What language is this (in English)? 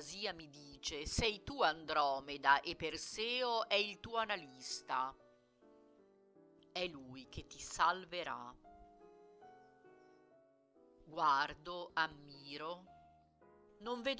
Italian